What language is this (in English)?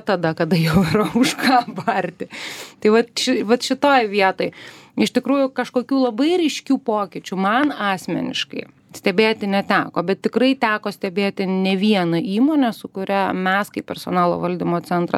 Lithuanian